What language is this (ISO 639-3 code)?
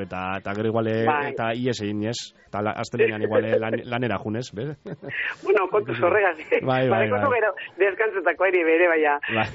eus